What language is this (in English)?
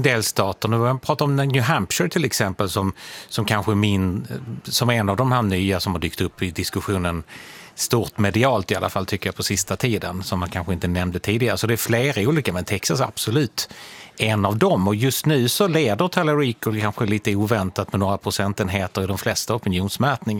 Swedish